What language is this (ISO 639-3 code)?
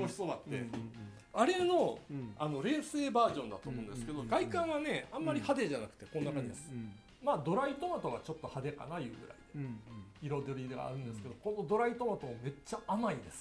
jpn